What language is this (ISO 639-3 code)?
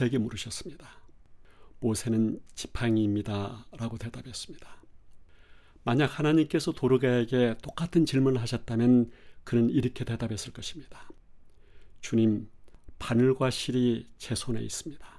kor